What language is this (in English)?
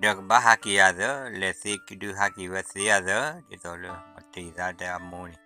S'gaw Karen